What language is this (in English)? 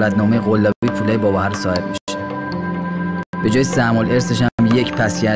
Persian